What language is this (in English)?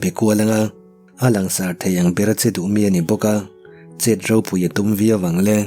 Mizo